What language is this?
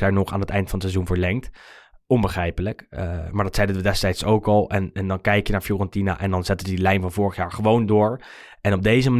Dutch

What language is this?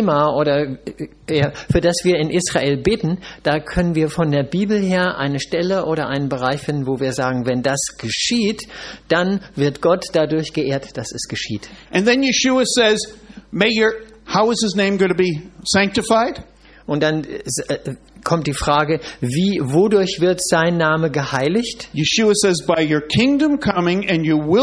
German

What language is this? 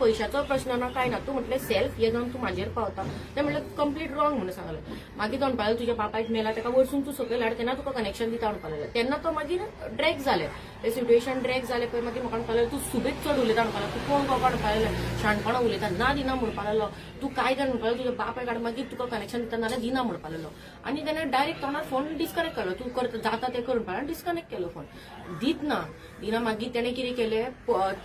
Konkani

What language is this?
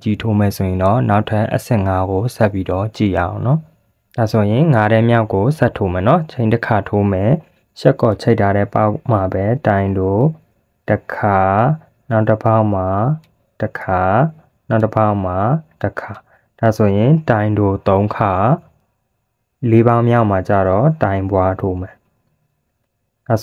Burmese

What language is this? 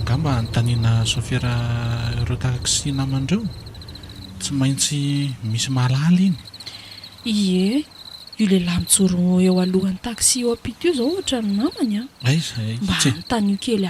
Malagasy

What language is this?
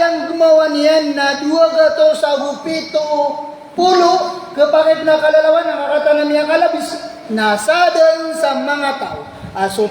Maranao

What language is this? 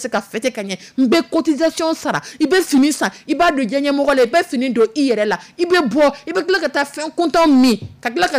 Dyula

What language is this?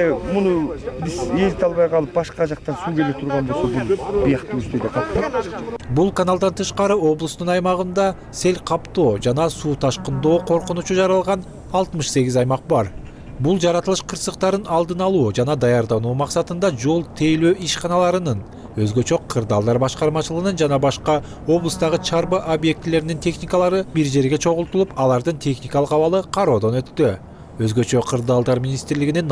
Kyrgyz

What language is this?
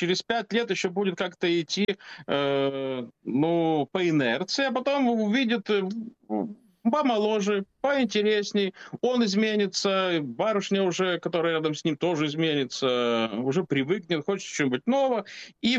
Russian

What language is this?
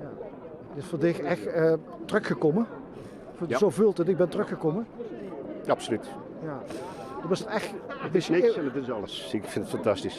Limburgish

